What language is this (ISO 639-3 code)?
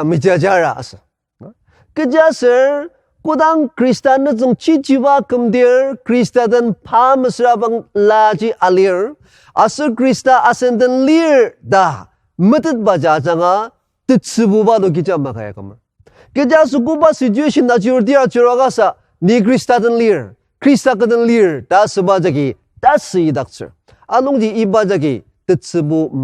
njo